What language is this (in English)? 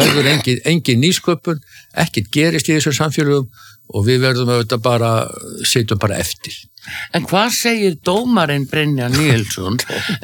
Icelandic